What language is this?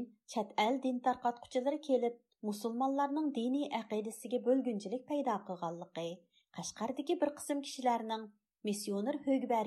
Uyghur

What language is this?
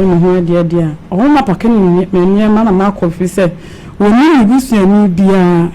Akan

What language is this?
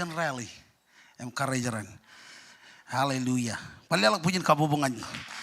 Marshallese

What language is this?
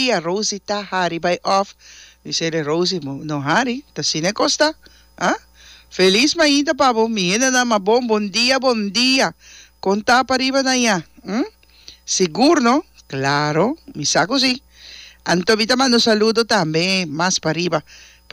Papiamento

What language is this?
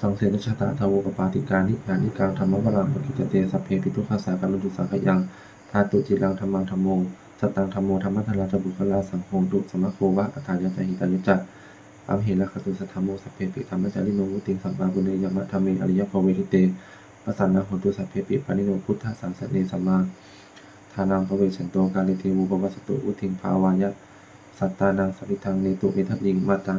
Pali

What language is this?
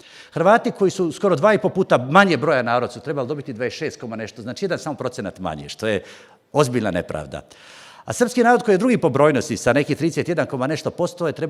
Bosnian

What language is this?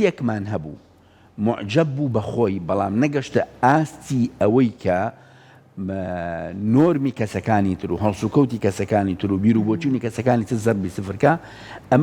Central Kurdish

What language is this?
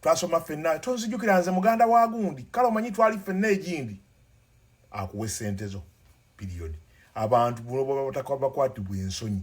Ganda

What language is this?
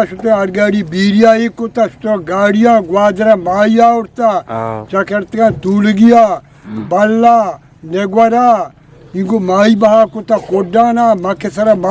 Eastern Balochi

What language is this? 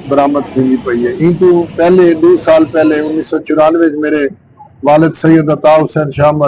Saraiki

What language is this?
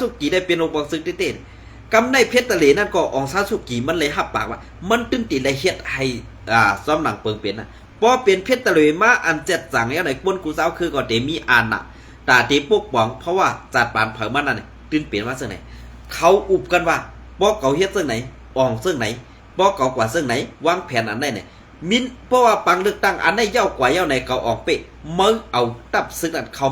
Shan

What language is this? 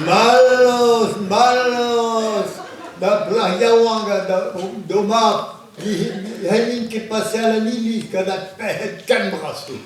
Breton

